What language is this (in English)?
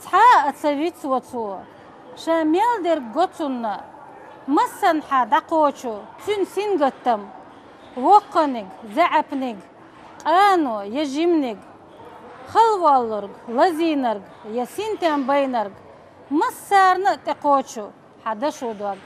Chechen